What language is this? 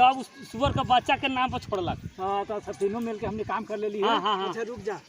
Magahi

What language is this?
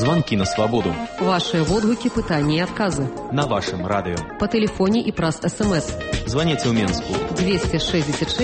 Belarusian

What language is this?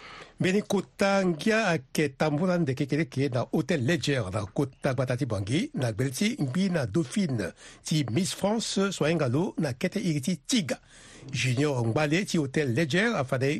Sango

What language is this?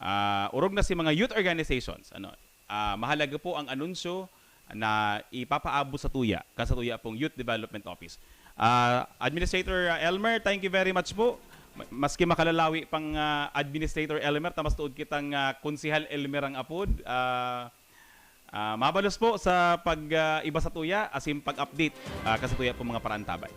Bikol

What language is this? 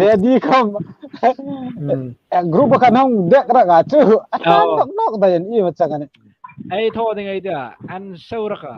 Hmar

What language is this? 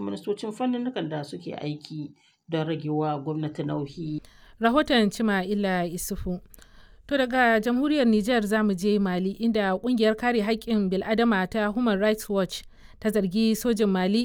Hausa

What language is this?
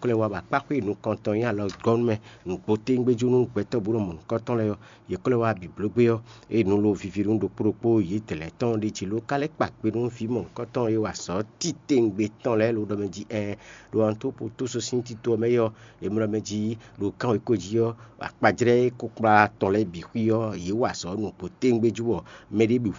Fon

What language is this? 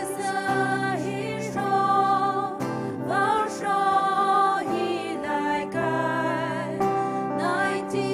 Poumei Naga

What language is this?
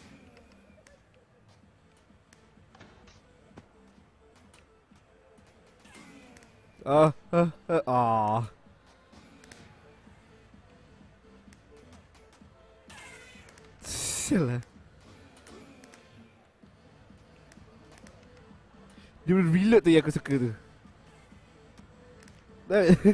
Malay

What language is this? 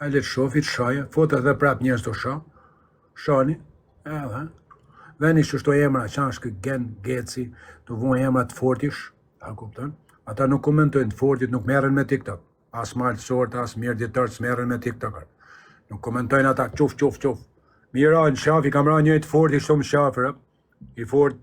Albanian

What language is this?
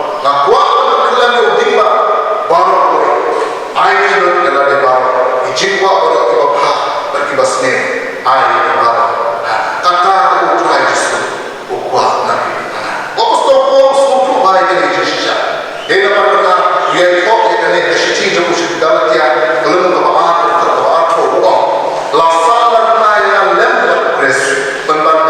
Khasi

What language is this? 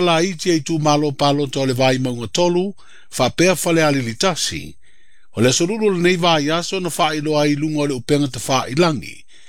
Samoan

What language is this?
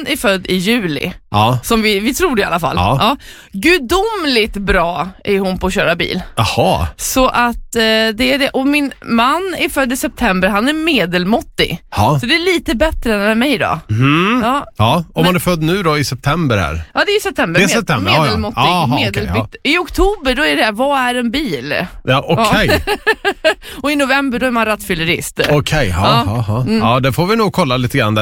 Swedish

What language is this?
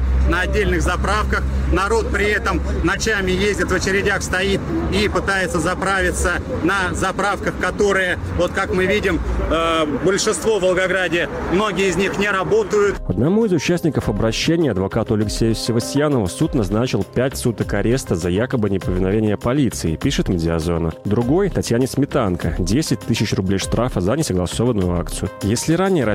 Russian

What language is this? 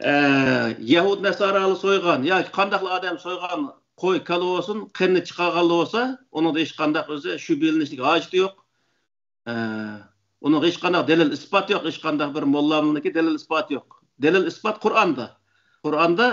Uyghur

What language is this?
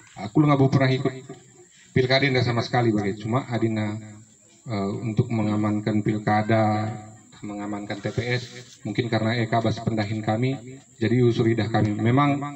Batak Karo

